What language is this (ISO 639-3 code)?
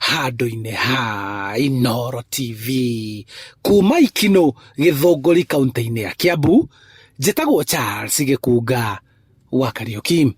kik